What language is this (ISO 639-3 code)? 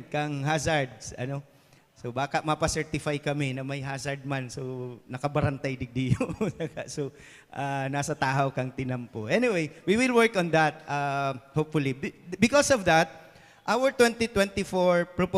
bik